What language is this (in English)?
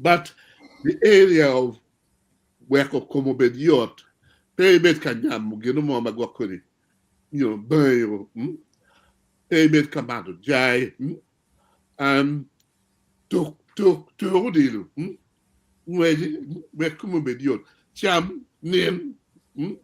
Acoli